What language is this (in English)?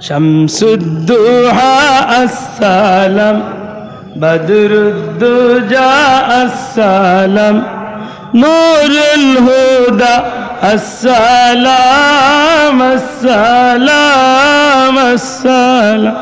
Sylheti